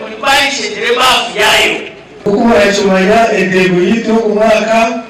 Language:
Nyankole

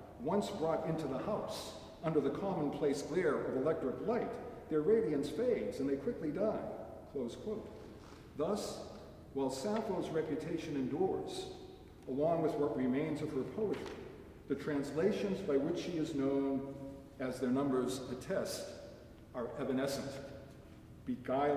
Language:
English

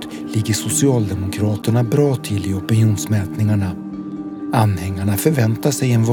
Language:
Swedish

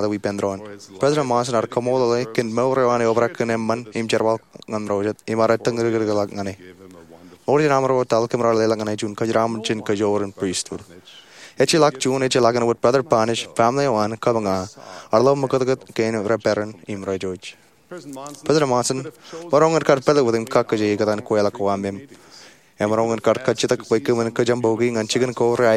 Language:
Marshallese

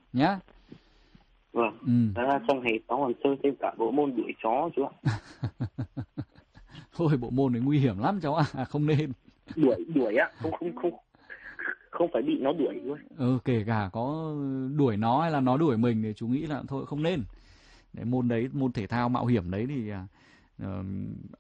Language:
Vietnamese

